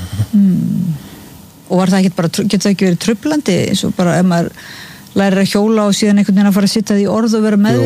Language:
Icelandic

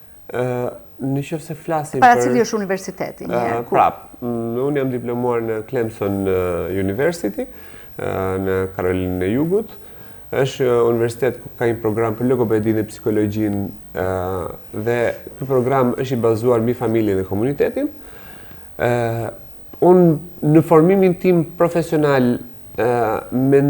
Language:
Albanian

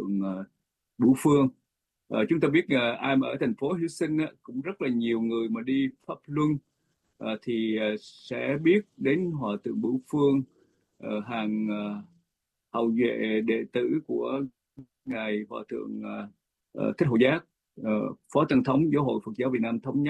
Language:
Vietnamese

